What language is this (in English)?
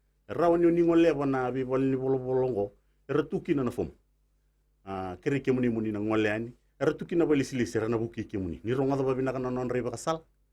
Fijian